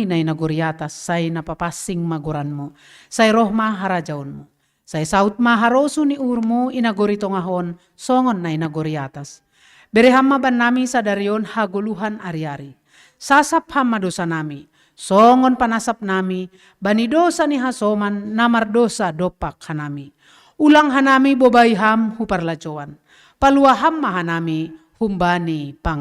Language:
Batak Simalungun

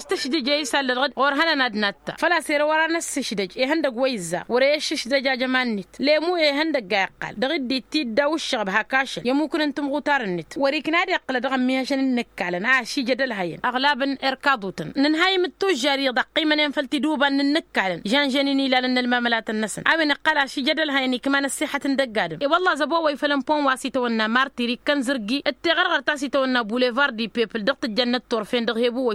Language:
Tamasheq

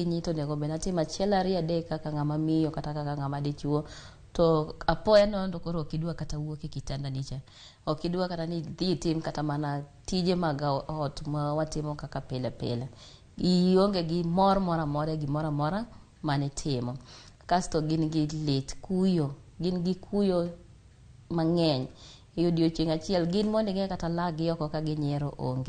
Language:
Luo (Kenya and Tanzania)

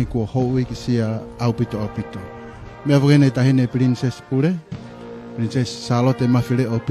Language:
Tongan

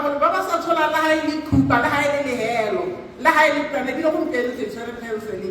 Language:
Tswana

